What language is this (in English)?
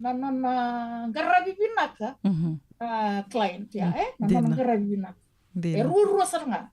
Fijian